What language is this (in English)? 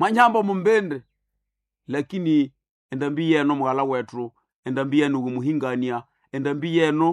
Nande